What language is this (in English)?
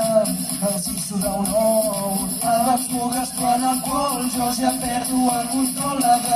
Catalan